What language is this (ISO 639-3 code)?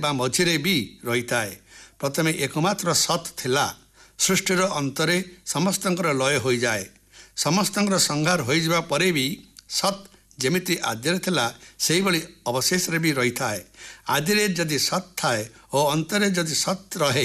ori